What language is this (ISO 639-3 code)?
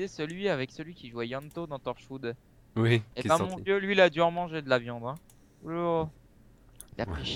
fra